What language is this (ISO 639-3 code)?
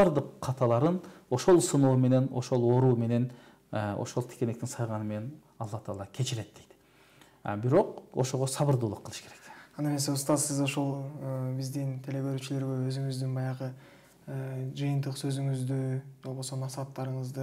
kir